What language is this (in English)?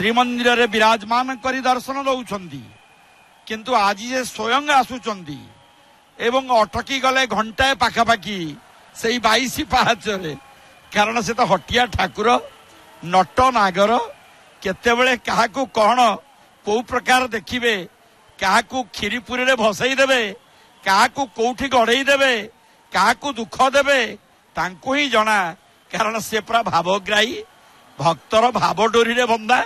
Odia